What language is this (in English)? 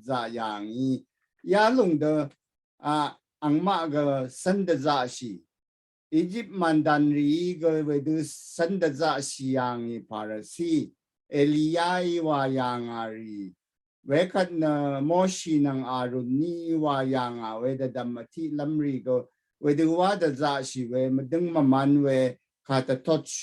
Rawang